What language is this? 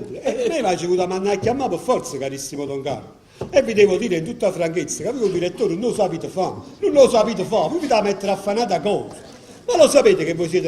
Neapolitan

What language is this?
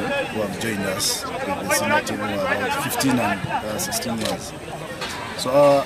Shona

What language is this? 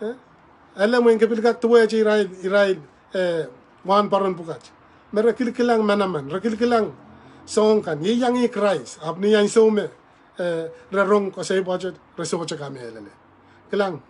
Pohnpeian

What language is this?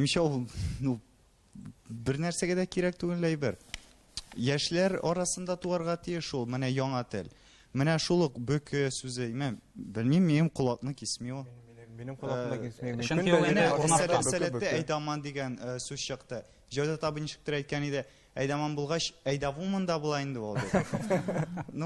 Tatar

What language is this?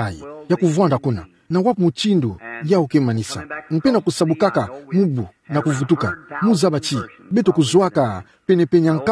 Kituba (Democratic Republic of Congo)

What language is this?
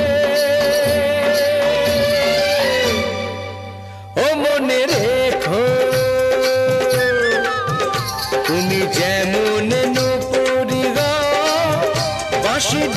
Bangla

